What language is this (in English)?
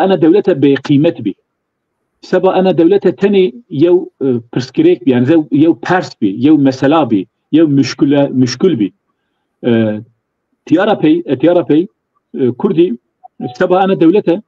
Zaza